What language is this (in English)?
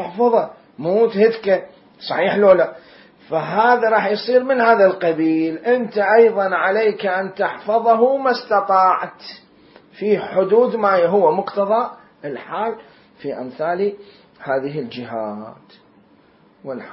Mesopotamian Arabic